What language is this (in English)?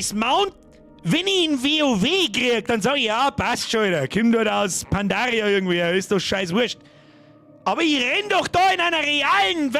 Bavarian